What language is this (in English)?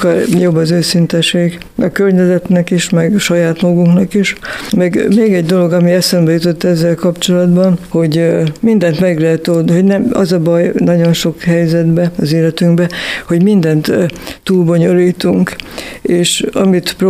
Hungarian